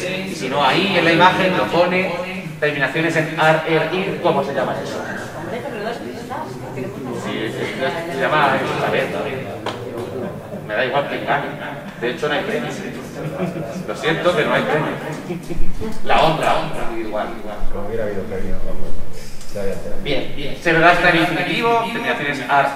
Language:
Spanish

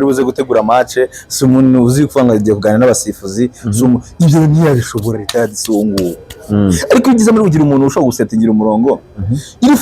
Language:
Kinyarwanda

